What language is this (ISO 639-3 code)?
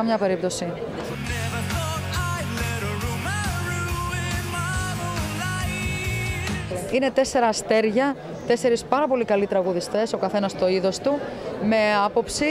ell